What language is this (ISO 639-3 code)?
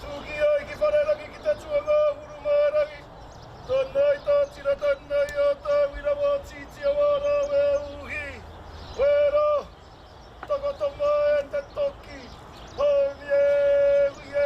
mri